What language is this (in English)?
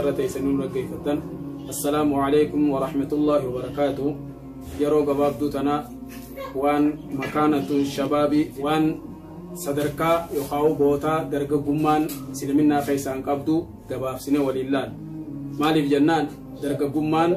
Oromo